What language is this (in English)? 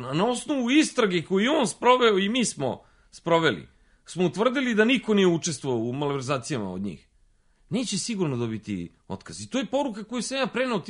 Serbian